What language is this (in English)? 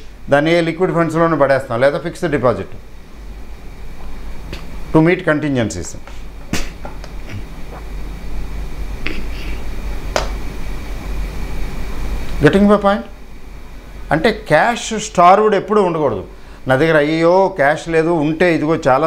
Telugu